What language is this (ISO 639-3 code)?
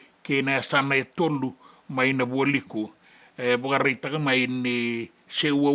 fij